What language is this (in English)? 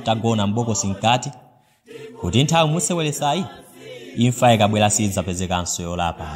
Nyanja